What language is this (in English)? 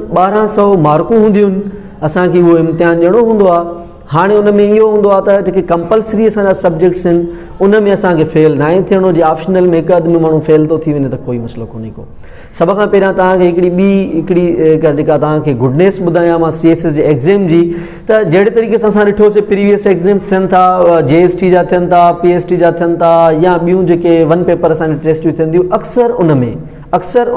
Sindhi